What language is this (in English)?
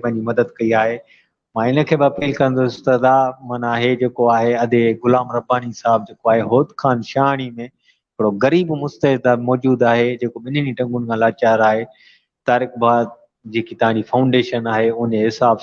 Sindhi